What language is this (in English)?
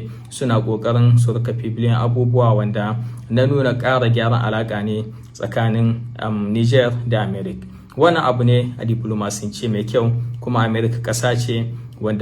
Hausa